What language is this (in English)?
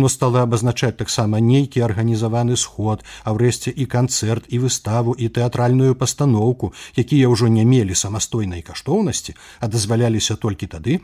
Belarusian